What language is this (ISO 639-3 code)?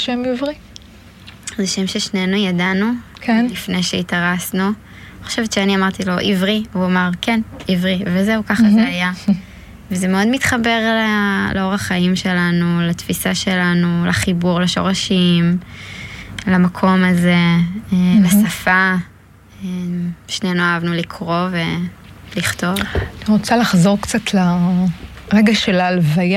heb